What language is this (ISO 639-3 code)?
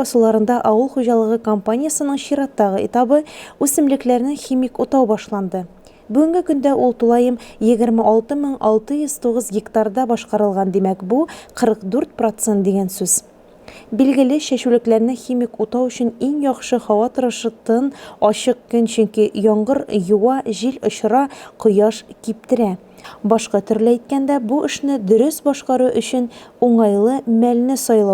tat